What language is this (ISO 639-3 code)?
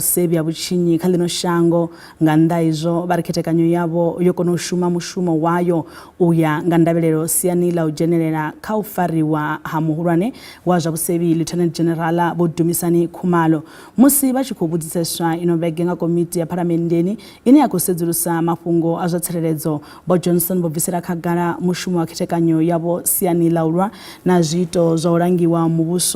ven